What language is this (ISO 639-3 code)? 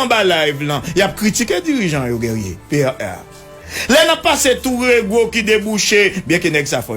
hat